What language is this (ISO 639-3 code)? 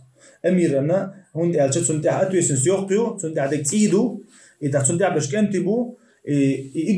che